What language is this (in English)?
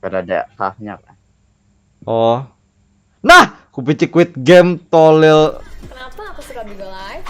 Banjar